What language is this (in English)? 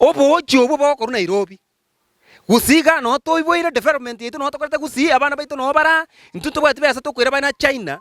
Gusii